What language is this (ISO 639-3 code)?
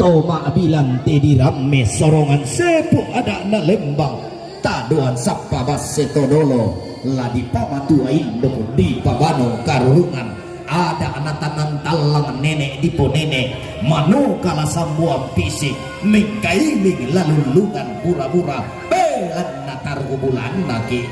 sda